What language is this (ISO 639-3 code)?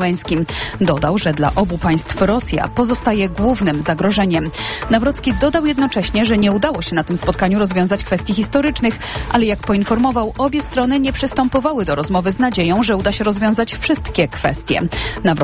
pol